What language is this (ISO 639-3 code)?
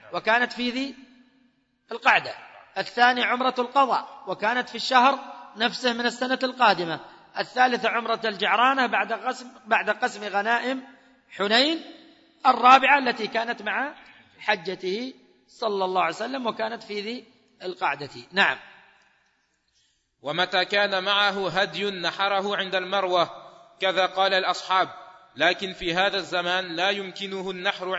ara